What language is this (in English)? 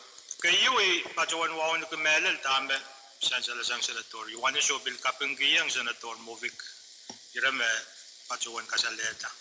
Pohnpeian